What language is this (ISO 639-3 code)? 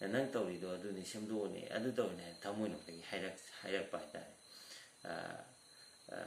mni